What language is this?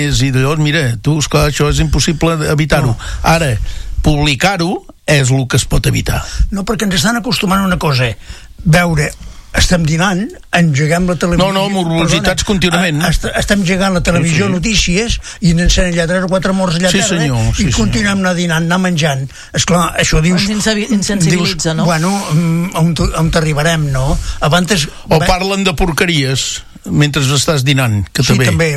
Catalan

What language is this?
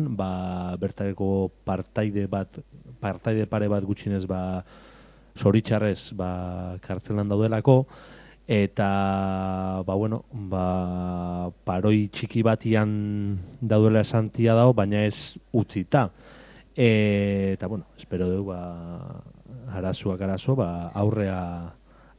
Basque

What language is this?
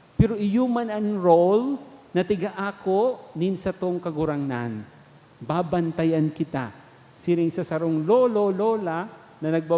Bikol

